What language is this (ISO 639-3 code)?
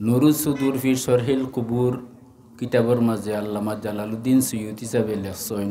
syl